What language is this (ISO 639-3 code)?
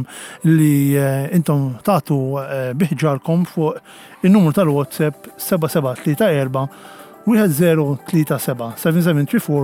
mlt